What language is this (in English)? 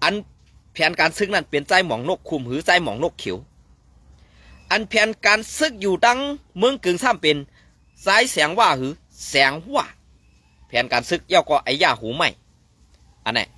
Shan